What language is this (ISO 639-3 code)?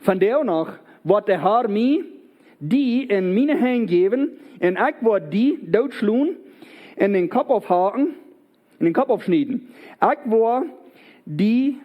pdt